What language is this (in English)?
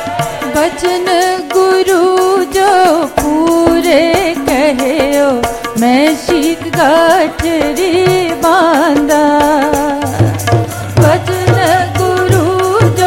Hindi